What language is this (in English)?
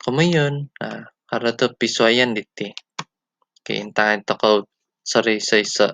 Central Dusun